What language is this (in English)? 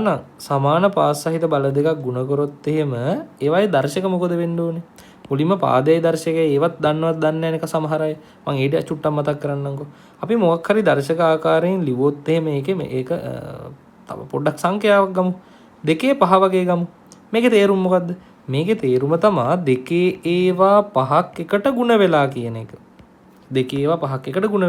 Sinhala